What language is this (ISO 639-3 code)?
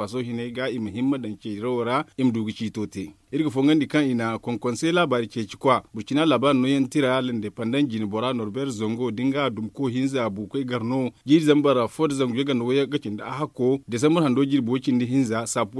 dje